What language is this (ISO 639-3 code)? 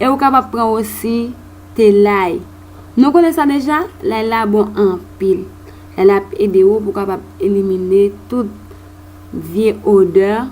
hat